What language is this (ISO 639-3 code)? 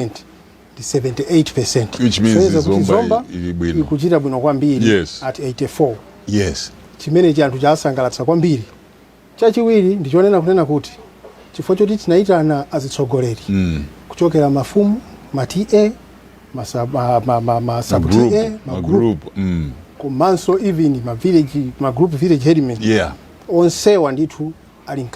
nya